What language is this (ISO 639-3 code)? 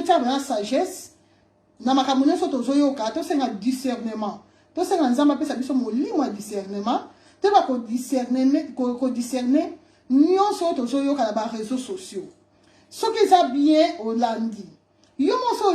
lin